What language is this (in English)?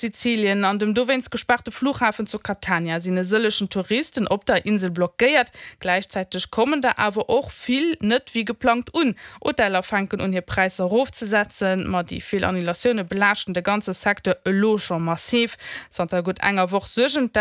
Luxembourgish